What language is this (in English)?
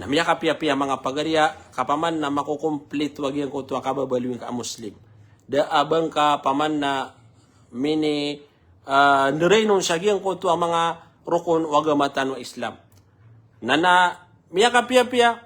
Maranao